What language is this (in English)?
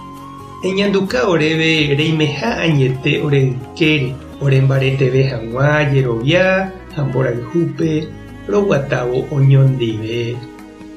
Guarani